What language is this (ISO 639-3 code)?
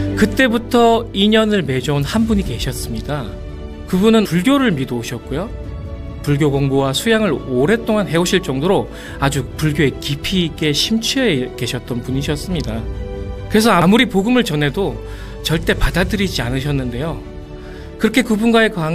kor